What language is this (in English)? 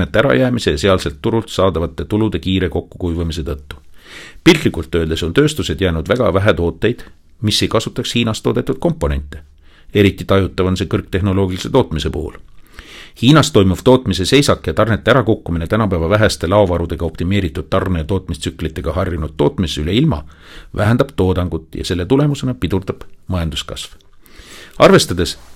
Estonian